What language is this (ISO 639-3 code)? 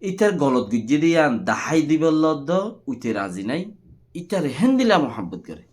rhg